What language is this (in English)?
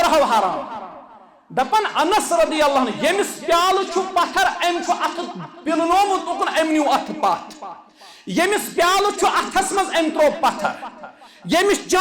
Kashmiri